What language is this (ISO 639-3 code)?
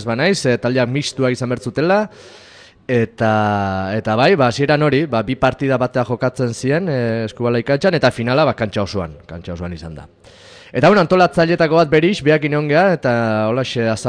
eus